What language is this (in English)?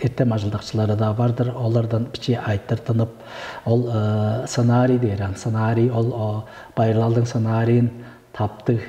Tuvinian